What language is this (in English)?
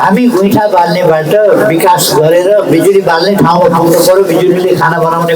Nepali